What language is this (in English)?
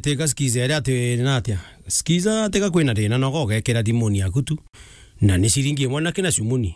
Meru